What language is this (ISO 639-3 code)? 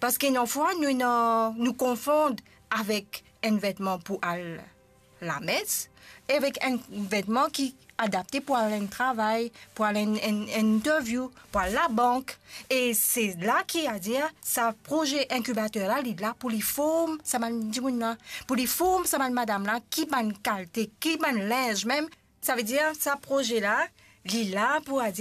mfe